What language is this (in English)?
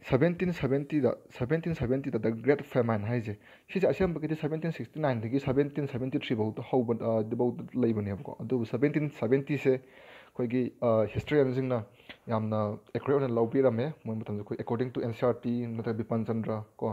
Manipuri